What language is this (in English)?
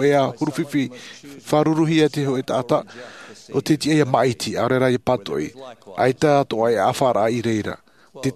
Tahitian